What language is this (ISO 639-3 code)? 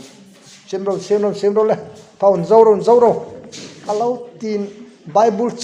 hmr